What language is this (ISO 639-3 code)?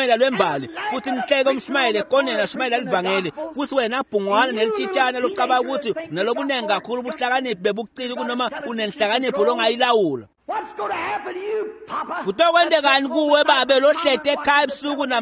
ssw